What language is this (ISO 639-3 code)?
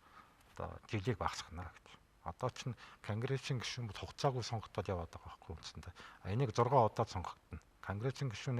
mon